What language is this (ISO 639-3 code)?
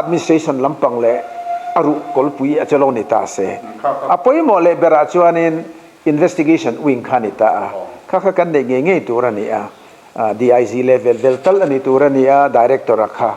lus